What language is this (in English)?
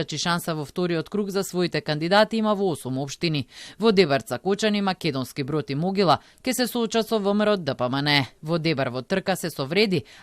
Macedonian